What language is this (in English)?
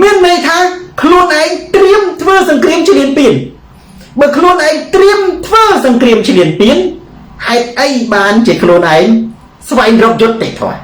Khmer